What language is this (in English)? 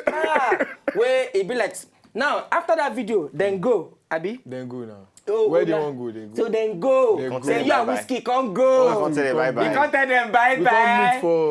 Nigerian Pidgin